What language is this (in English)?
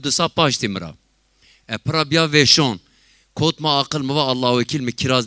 Zaza